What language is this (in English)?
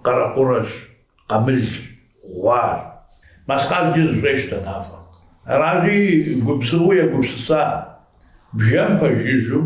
Kabardian